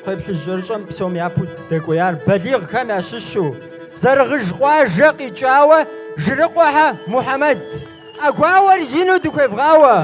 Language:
Kabardian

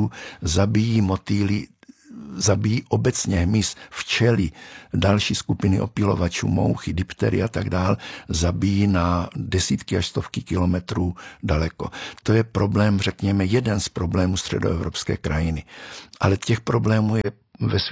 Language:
Czech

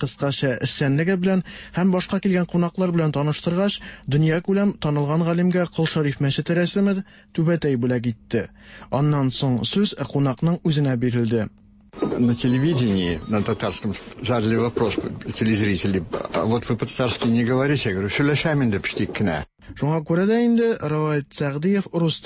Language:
Tatar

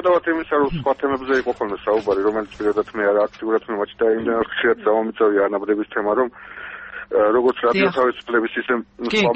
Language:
Georgian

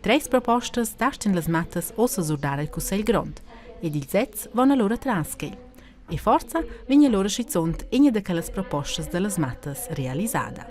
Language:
Romansh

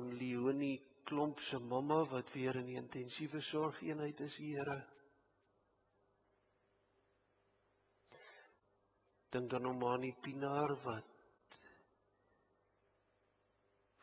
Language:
Afrikaans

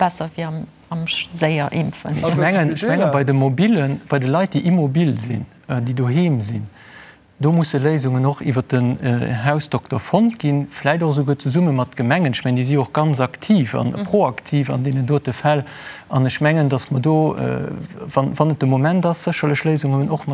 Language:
Luxembourgish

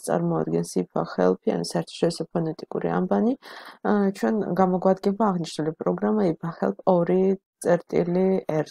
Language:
Georgian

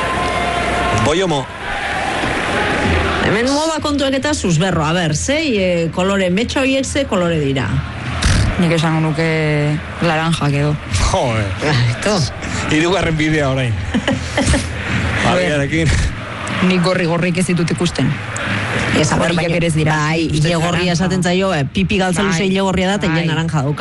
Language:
Basque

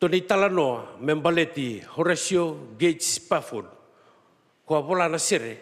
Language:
Fijian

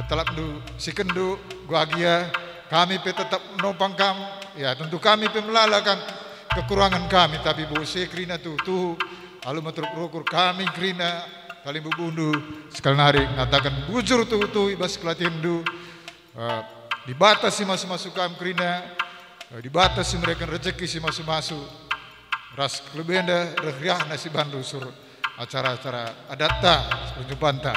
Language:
Batak Karo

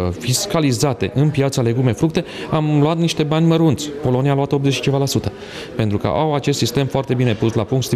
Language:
Romanian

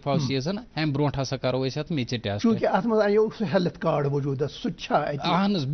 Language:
Kashmiri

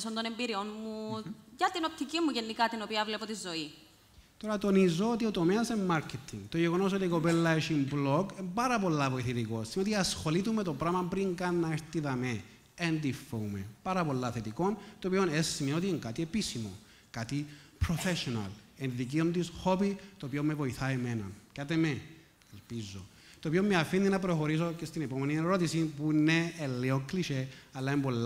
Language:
Greek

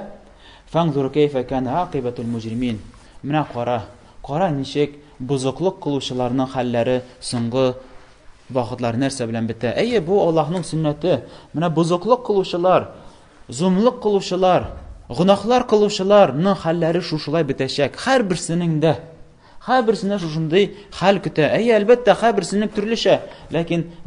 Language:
Tatar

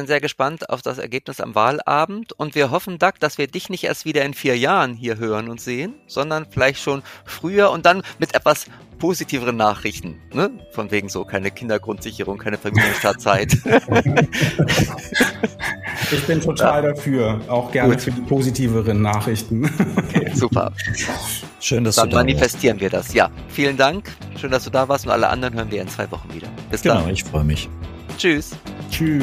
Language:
German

